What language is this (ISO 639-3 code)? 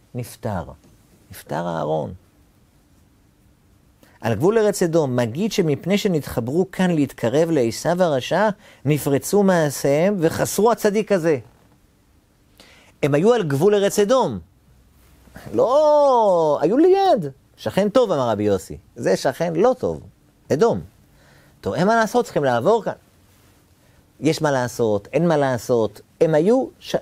heb